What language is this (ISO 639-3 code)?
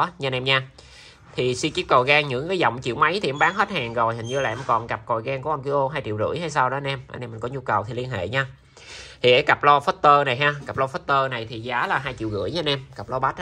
vie